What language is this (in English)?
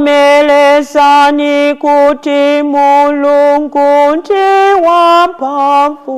Nyanja